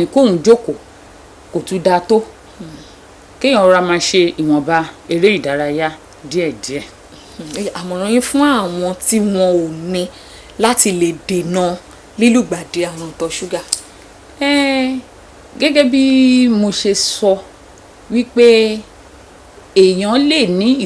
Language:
Yoruba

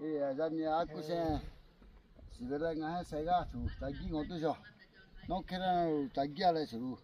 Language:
Lahu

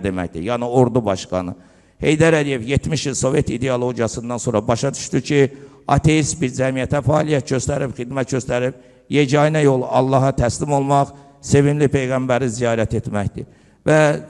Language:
Azerbaijani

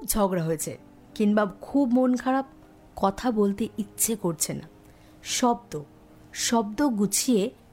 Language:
Bangla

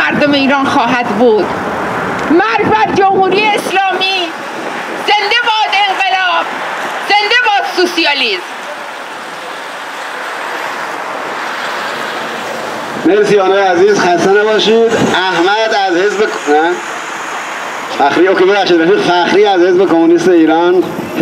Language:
Persian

